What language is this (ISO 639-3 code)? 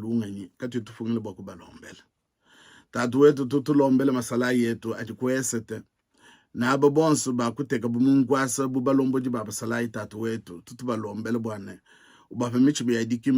lua